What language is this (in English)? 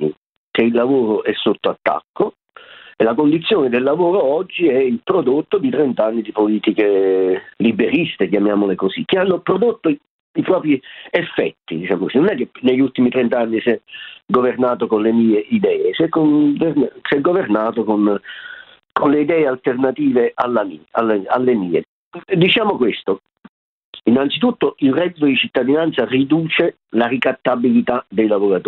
Italian